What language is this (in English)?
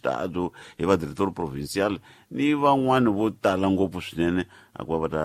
Tsonga